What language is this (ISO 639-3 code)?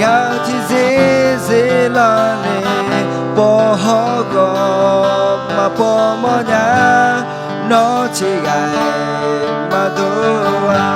ahk